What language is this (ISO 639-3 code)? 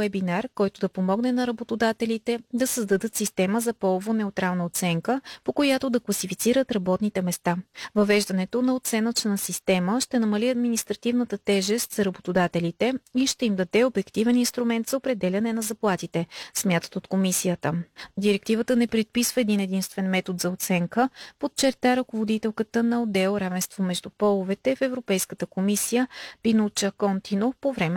bul